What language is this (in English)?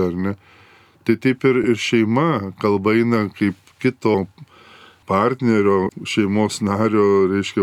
Lithuanian